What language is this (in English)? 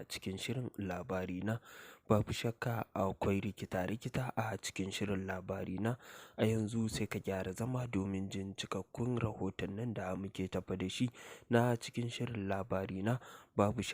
Hausa